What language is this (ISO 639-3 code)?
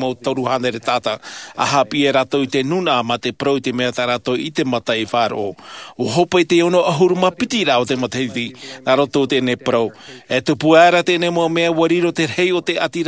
tah